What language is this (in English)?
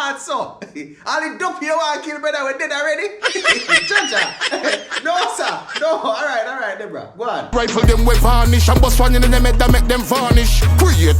Jamaican Creole English